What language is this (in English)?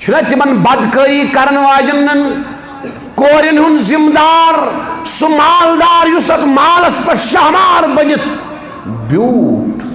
Kashmiri